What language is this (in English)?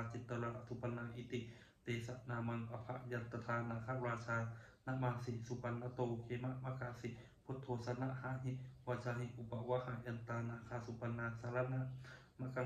Pali